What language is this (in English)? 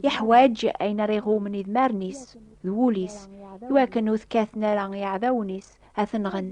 Kabyle